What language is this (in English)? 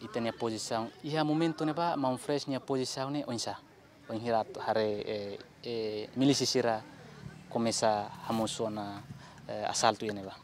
Tetum